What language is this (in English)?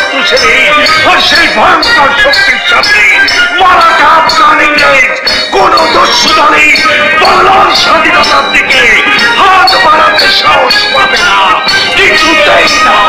Bangla